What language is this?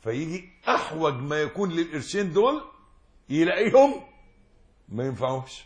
Egyptian Arabic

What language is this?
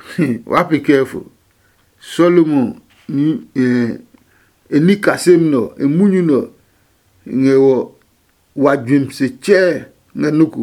Adangme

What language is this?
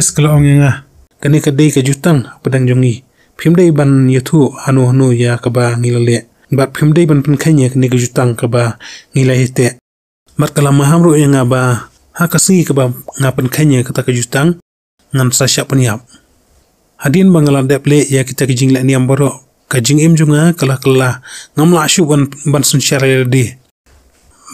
Khasi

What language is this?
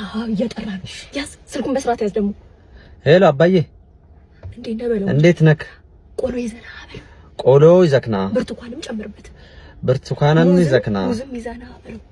Amharic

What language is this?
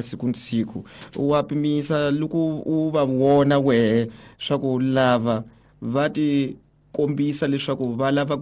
Tsonga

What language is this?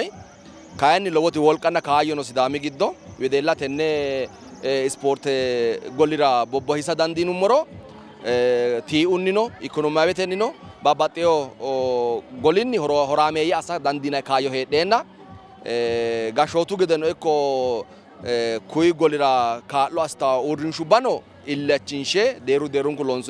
Sidamo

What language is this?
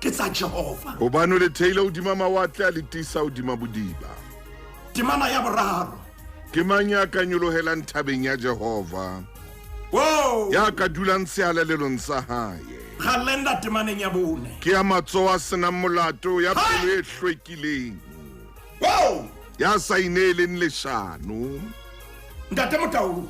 Southern Sotho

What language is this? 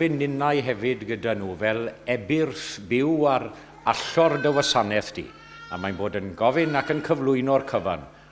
Welsh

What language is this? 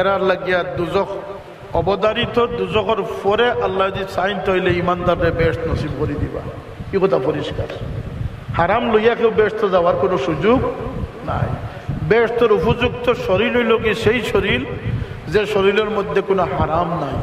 Sylheti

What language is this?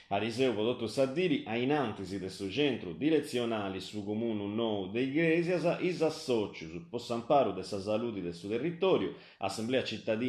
Sardinian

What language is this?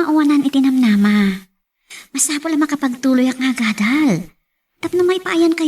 Iloko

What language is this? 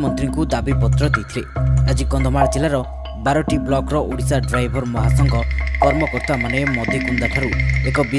Odia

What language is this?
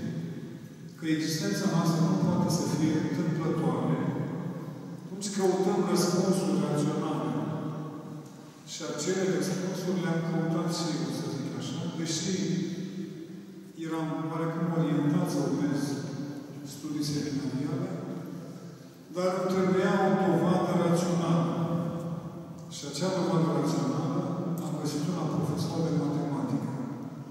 Romanian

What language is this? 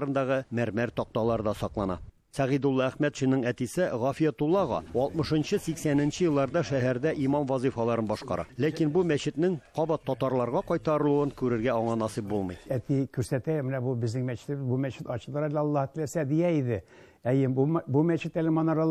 Tatar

